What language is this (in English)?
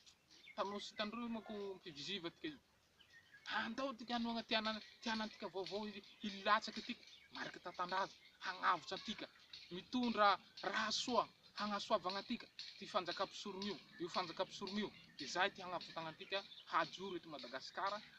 Malagasy